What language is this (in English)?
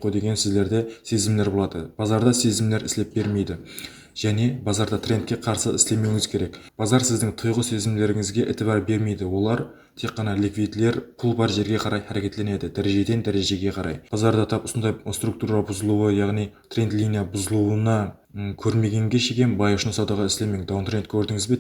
Kara-Kalpak